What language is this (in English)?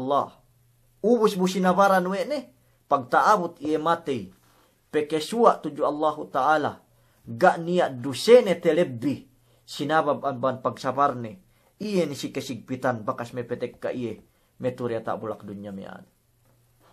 Yakan